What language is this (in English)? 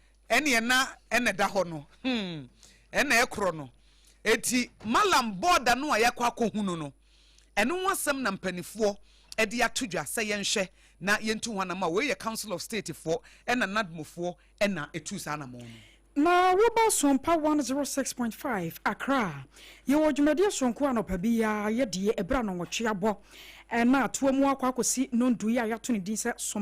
Akan